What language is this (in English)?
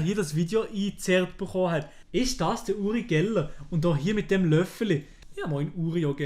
Swiss German